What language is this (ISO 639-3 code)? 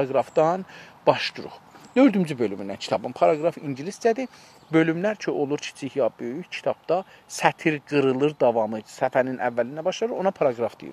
azb